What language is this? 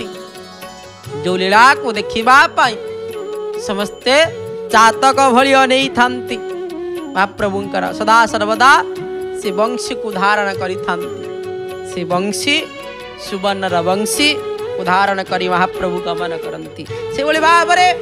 Odia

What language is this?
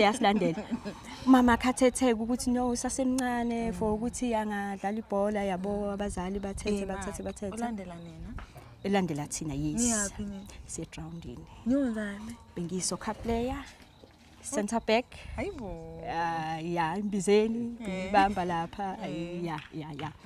Zulu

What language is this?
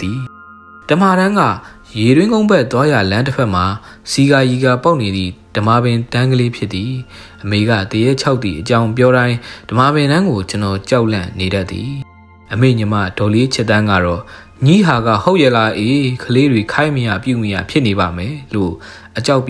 Burmese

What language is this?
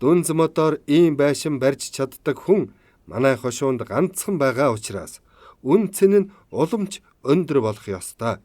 Mongolian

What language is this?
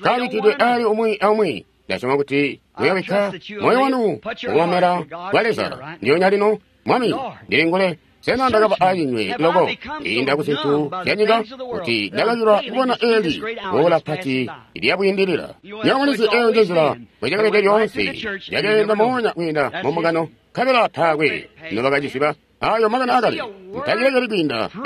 Tonga (Zambia)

